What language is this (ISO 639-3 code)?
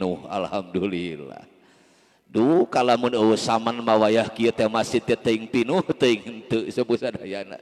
sun